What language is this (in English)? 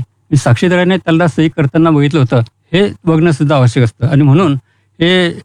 Marathi